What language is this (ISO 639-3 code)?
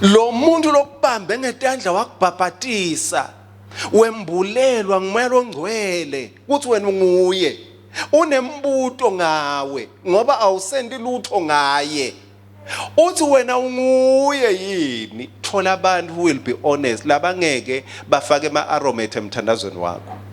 ssw